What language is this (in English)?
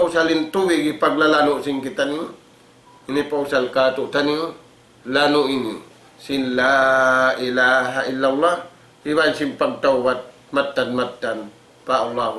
Tausug